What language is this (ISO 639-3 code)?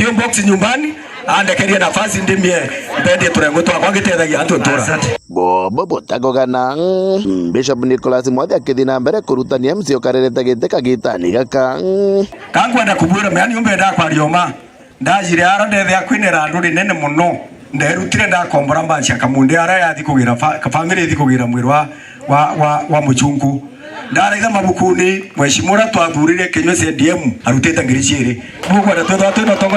mer